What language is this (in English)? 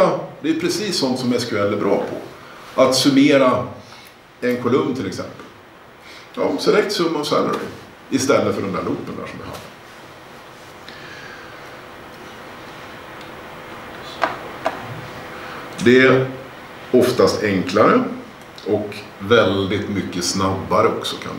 Swedish